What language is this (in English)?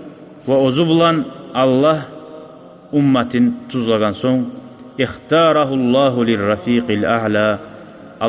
Kumyk